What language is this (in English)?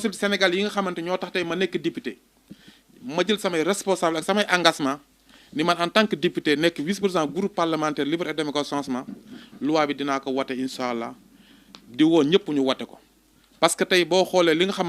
Wolof